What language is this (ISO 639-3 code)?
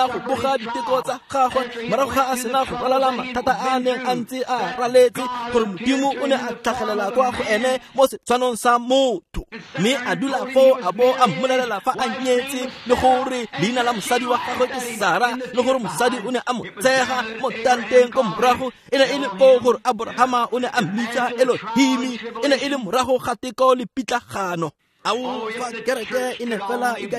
tsn